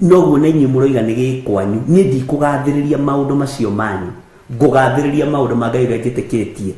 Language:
Kikuyu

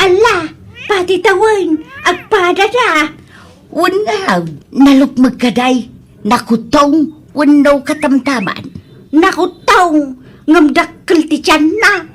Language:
Iloko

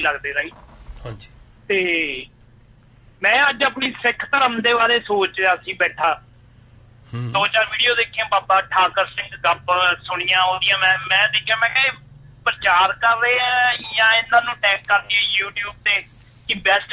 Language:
Punjabi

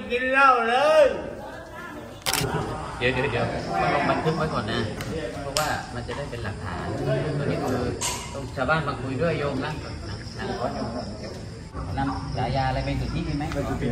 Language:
Thai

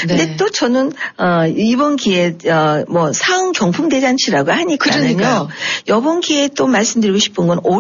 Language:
Korean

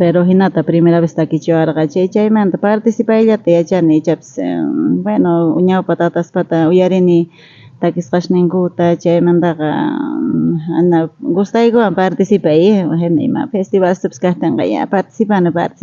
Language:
South Bolivian Quechua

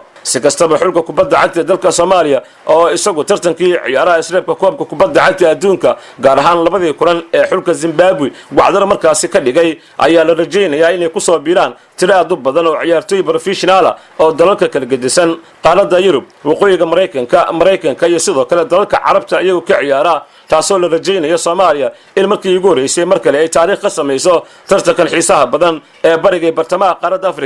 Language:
Somali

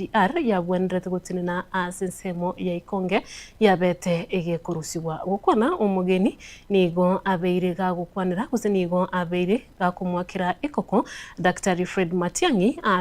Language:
Gusii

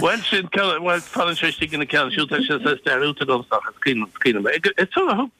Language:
Irish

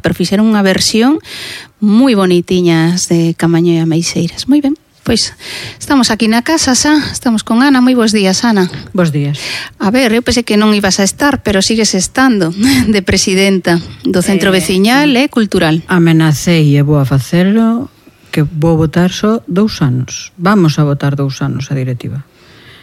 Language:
Galician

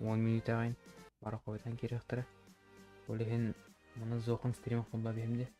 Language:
Yakut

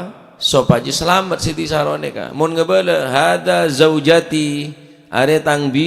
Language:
Madurese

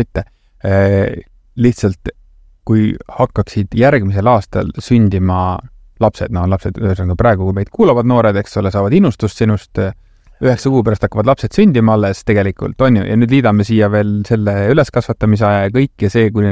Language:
Estonian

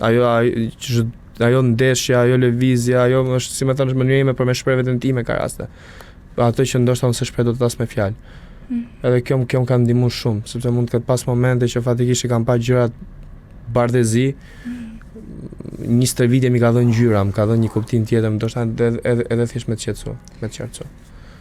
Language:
Albanian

